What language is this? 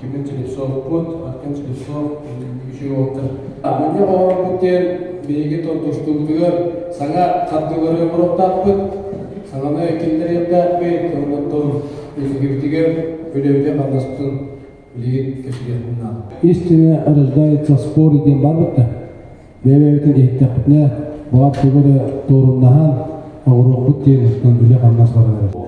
Yakut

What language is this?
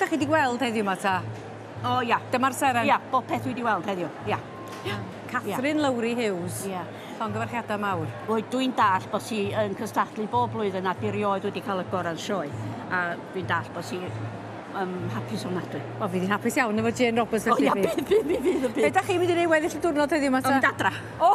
Welsh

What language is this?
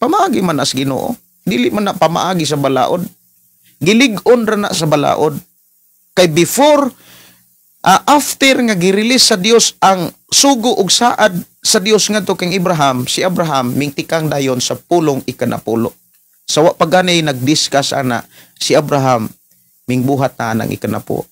Cebuano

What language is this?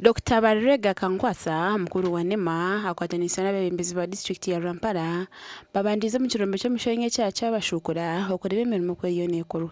Nyankole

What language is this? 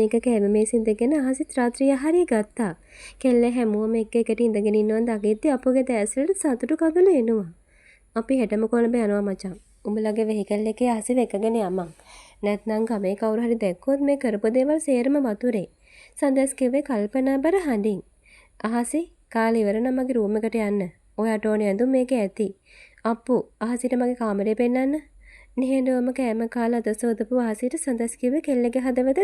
Sinhala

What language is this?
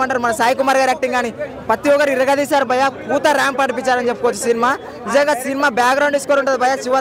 Telugu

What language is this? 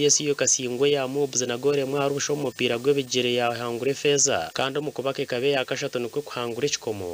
Nyankole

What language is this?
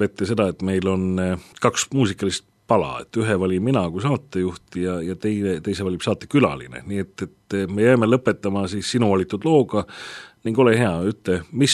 Estonian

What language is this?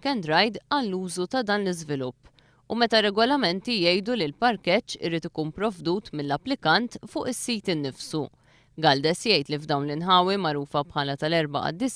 Maltese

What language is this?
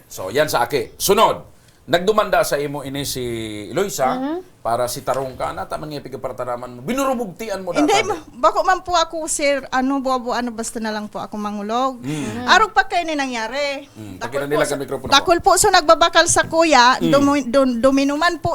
Bikol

